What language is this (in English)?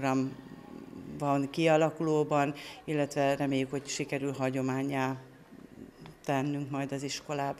Hungarian